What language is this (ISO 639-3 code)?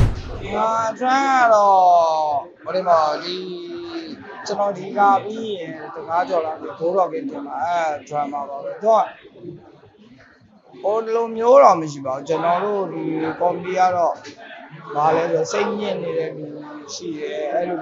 mya